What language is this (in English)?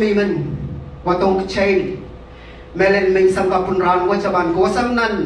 Pohnpeian